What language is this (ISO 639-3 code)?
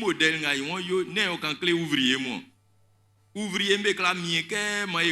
bci